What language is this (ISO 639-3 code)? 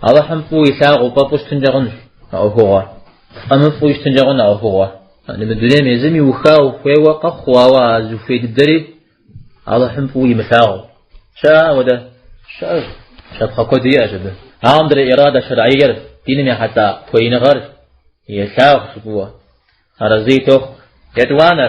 kbd